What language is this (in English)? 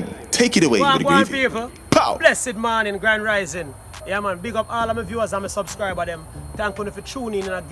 Jamaican Creole English